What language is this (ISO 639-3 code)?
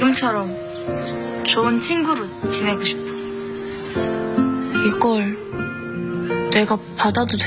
kor